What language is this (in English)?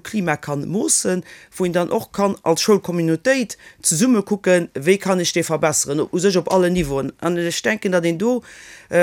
Luxembourgish